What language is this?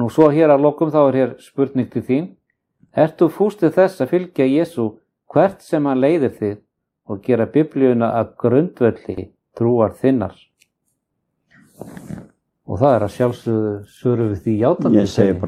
Icelandic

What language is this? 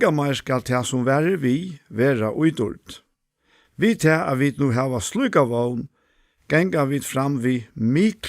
Faroese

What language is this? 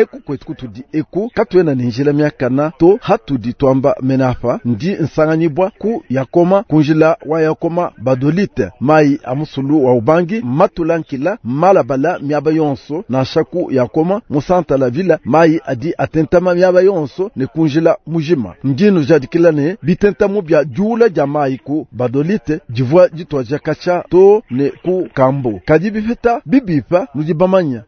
Luba-Lulua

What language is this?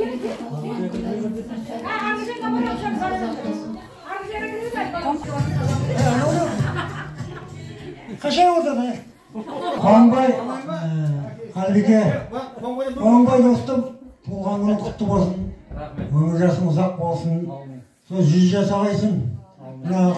Kazakh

